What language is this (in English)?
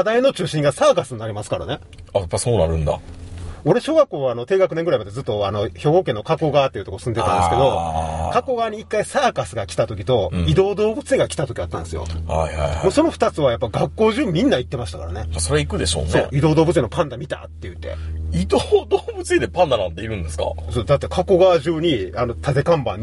Japanese